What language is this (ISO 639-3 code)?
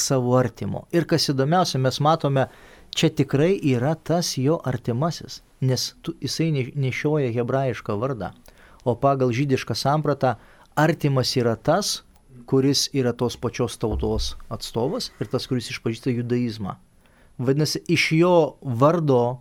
lit